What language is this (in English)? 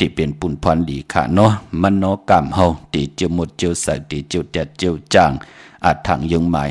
Shan